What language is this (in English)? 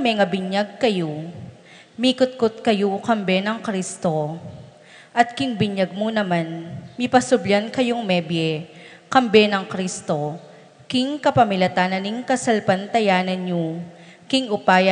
Pampanga